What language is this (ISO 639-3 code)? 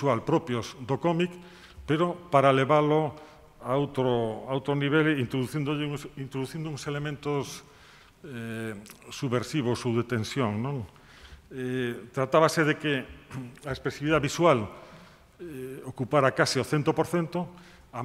glg